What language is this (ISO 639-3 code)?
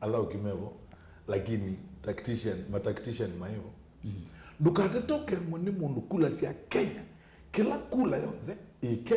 kam